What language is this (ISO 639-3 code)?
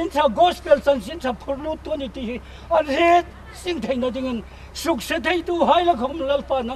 hmr